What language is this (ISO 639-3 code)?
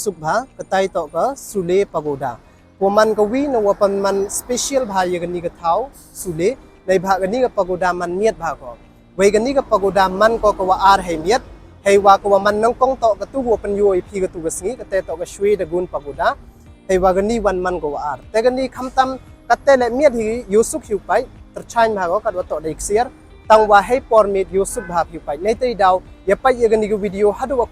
pbv